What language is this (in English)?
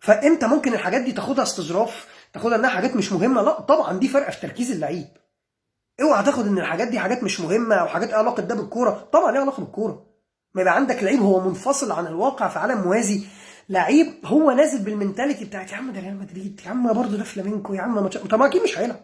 Egyptian Arabic